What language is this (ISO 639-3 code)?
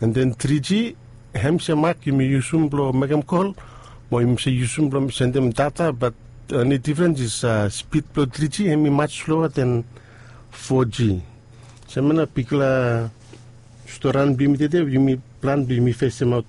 bis